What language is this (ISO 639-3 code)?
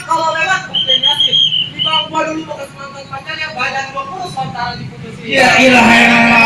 bew